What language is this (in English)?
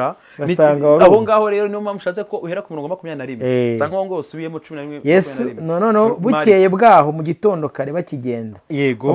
Kinyarwanda